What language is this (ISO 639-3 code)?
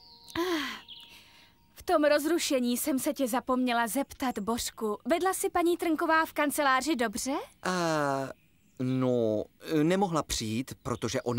ces